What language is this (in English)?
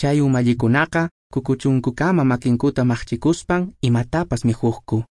Quechua